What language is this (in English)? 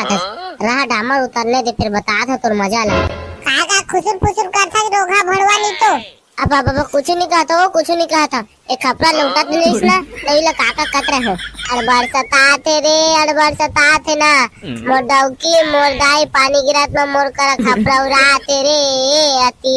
Chhattisgarhi